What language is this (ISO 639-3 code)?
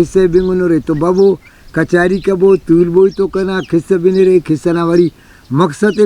brh